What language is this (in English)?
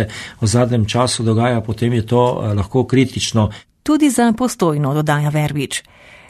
Slovenian